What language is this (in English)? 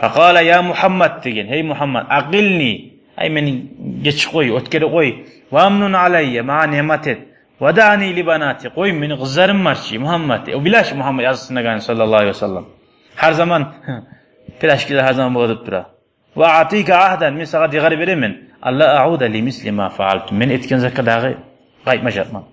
Kumyk